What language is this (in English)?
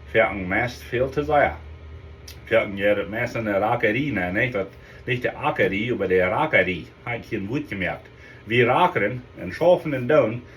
Plautdietsch